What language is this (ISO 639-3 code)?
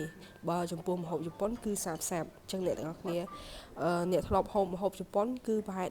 khm